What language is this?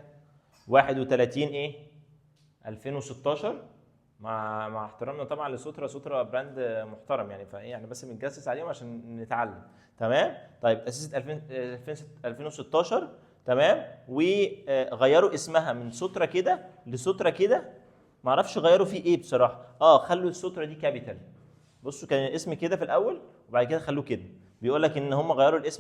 Egyptian Arabic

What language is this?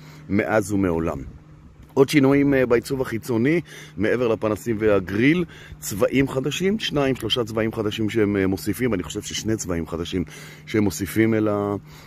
Hebrew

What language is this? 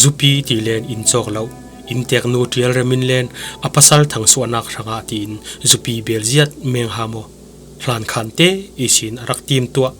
Falam Chin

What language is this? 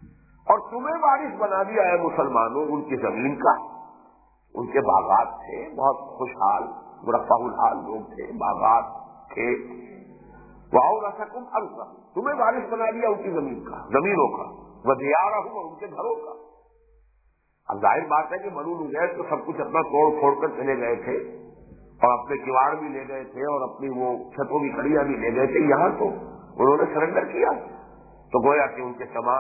Urdu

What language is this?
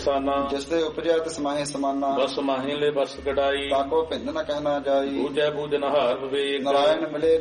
Punjabi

